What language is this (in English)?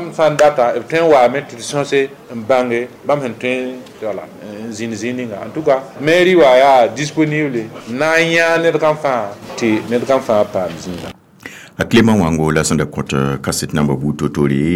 Mossi